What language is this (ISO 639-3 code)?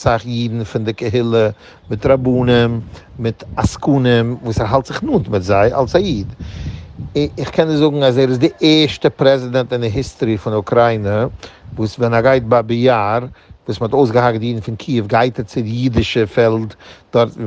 yid